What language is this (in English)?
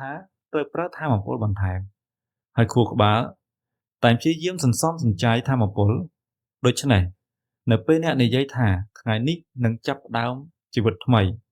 Khmer